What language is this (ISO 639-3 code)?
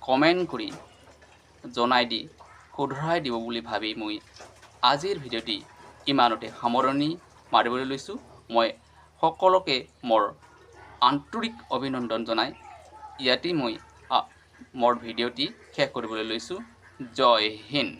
asm